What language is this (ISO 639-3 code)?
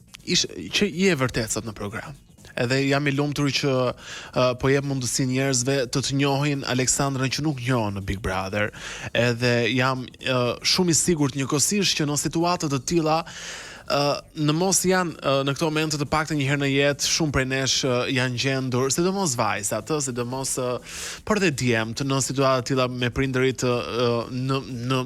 sqi